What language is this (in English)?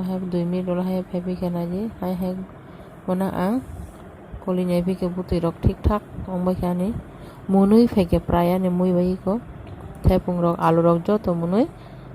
Kok Borok